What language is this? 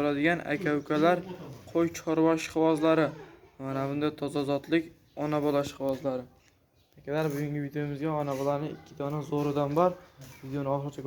Uzbek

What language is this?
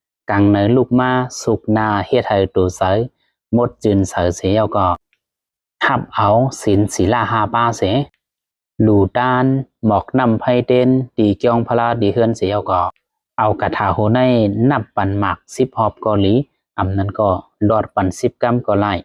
Shan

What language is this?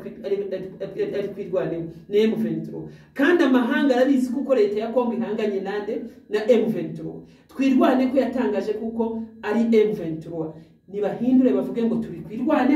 Kinyarwanda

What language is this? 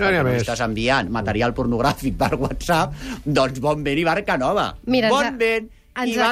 Catalan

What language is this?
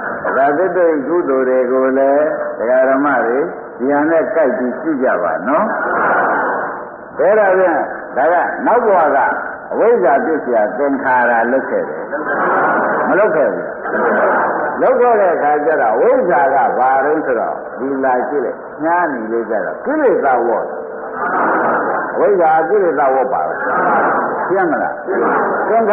Burmese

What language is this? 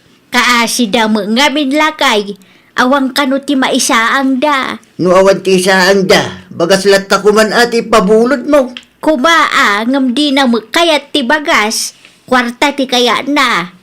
Iloko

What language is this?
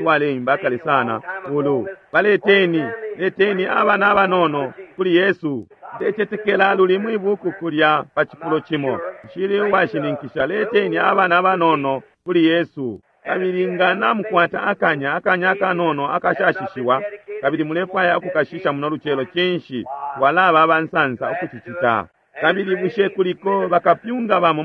Bemba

